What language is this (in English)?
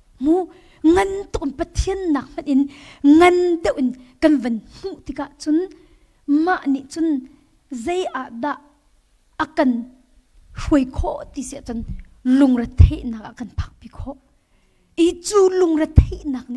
Hakha Chin